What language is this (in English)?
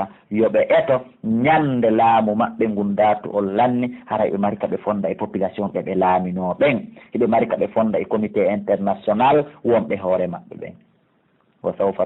Fula